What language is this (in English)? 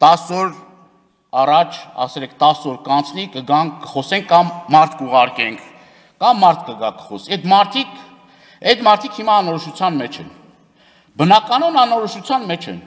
Armenian